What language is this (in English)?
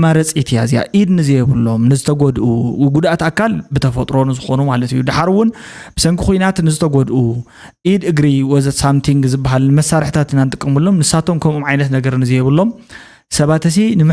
Tigrinya